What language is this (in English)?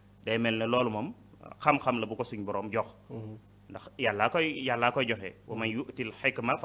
Wolof